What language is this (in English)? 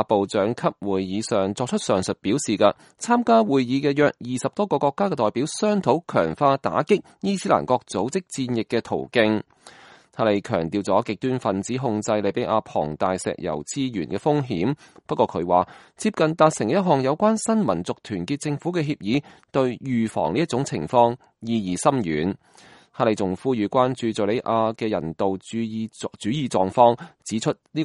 Cantonese